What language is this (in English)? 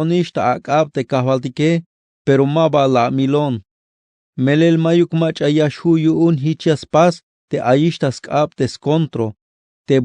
Tzeltal